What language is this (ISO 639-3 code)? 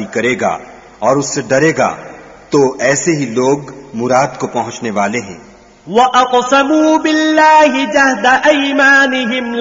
urd